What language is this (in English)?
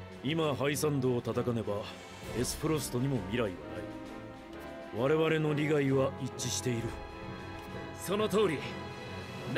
Japanese